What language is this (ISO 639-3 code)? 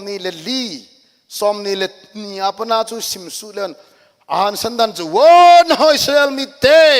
tcz